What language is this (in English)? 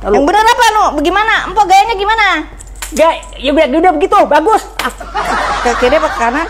Betawi